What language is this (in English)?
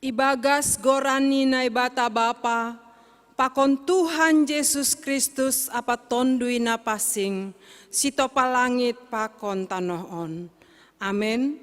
Batak Simalungun